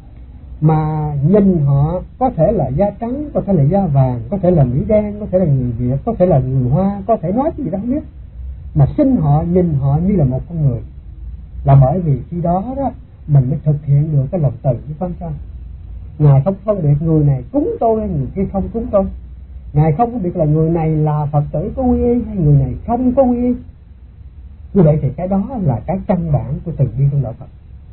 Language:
Vietnamese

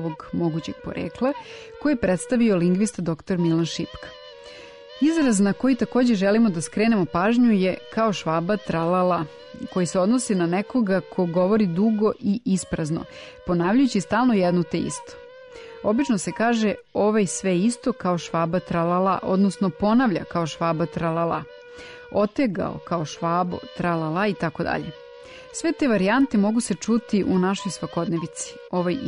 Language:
Serbian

